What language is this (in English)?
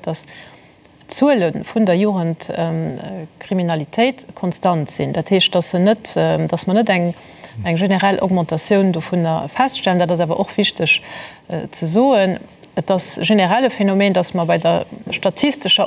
Luxembourgish